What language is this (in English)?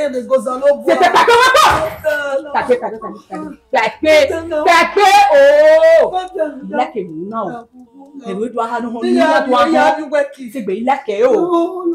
Bini